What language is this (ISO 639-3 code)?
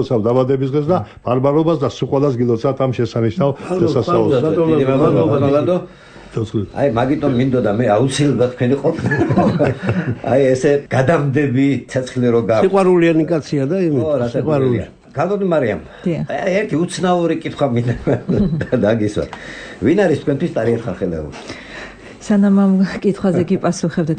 kat